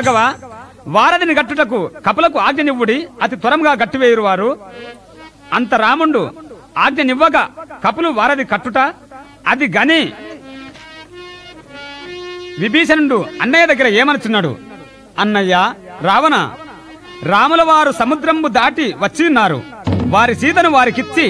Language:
Telugu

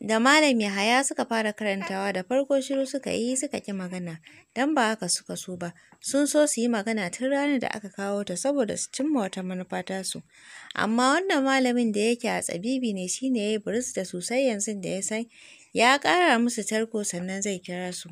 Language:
Hausa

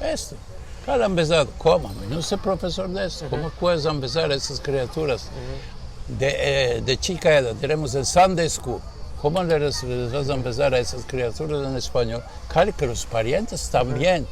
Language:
Ladino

